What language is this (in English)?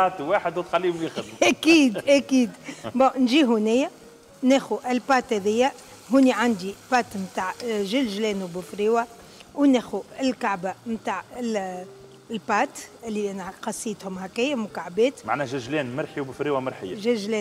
Tunisian Arabic